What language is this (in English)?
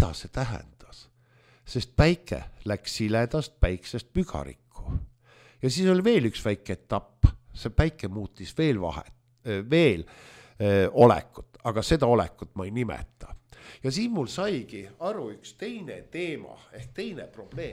Estonian